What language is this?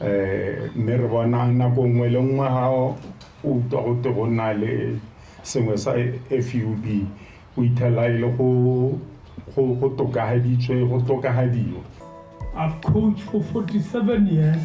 Tswana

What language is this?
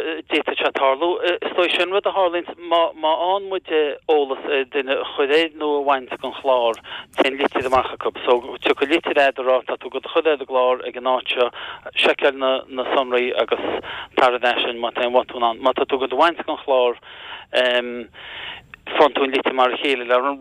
Irish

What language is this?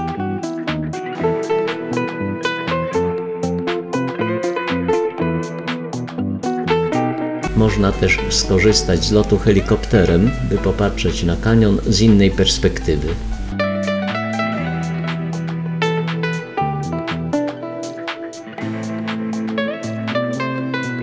Polish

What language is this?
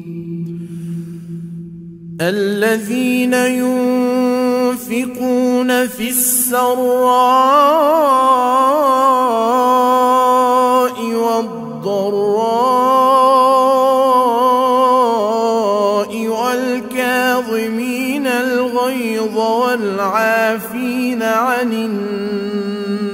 Arabic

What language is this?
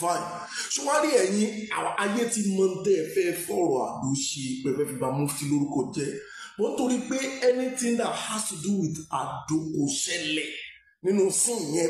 Yoruba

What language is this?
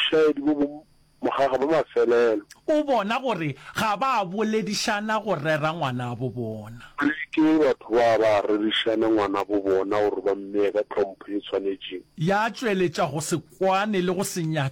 Northern Sotho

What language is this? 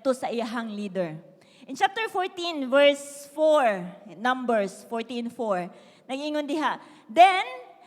Cebuano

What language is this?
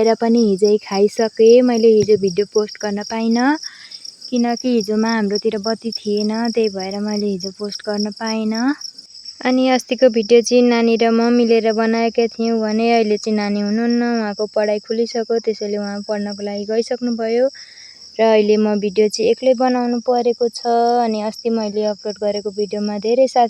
Nepali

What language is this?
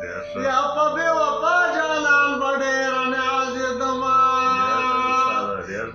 Pashto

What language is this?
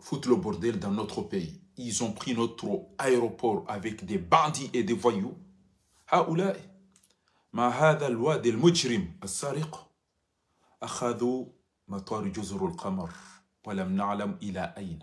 Ngazidja Comorian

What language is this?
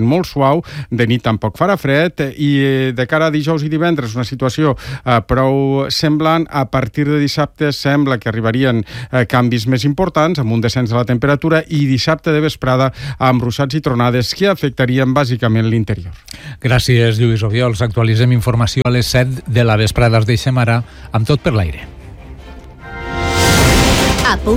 Catalan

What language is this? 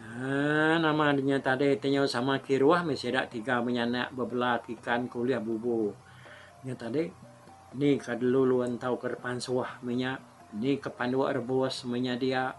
Iban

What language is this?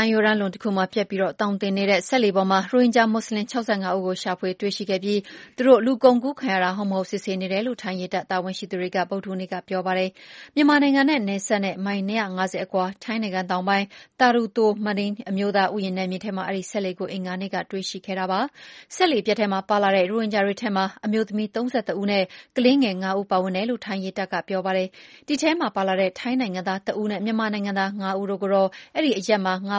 Burmese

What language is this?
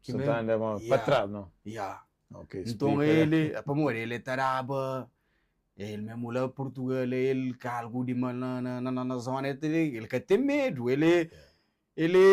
Kabuverdianu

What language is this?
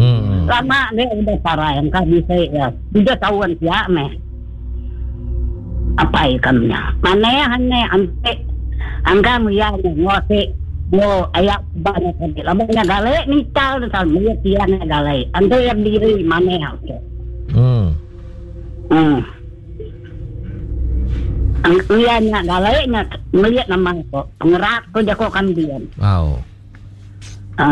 Iban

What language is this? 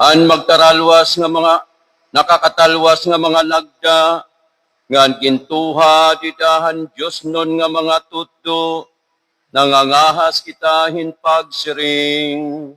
Waray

